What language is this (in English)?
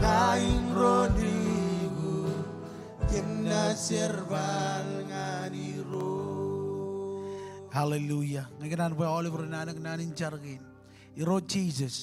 Marshallese